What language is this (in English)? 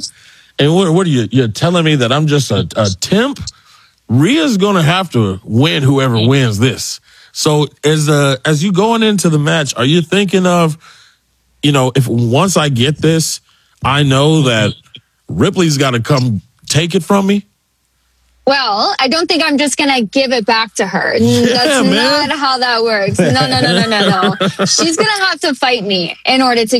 English